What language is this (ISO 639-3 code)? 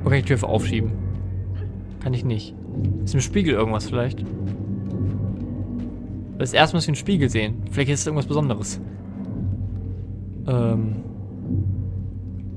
deu